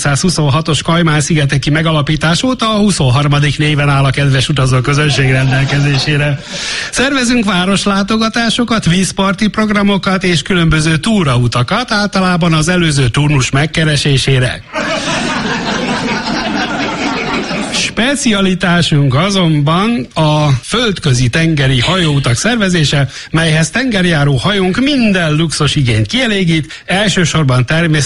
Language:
Hungarian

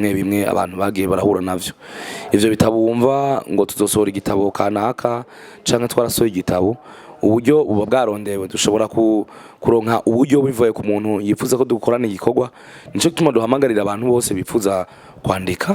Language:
Rundi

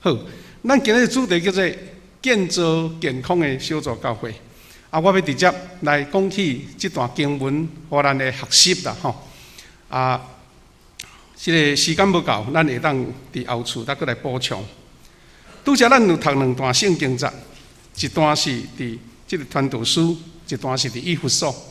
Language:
Min Nan Chinese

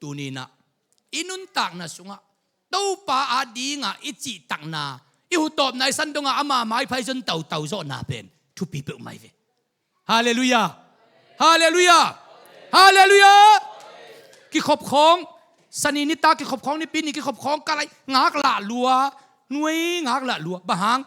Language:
Tedim Chin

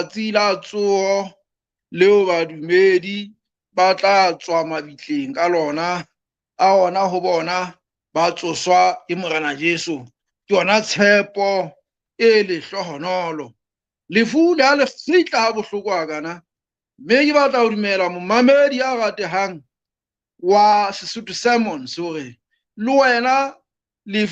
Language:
Southern Sotho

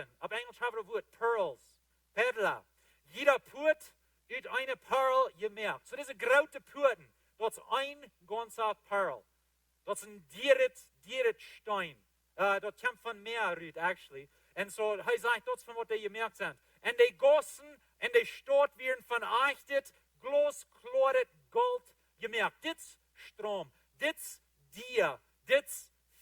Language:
Plautdietsch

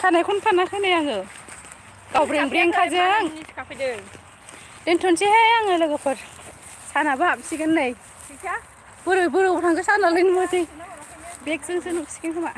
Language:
Bodo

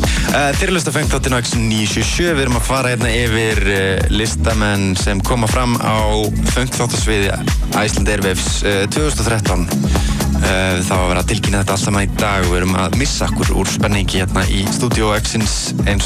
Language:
Icelandic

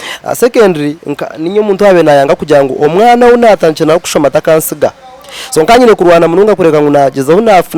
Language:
Nyankole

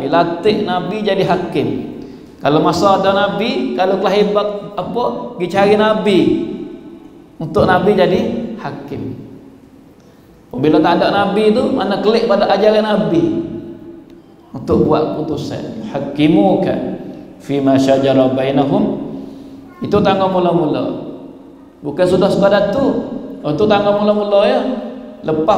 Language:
Malay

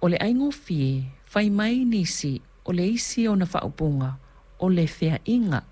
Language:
Samoan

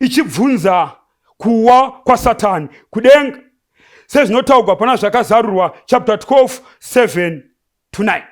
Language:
Shona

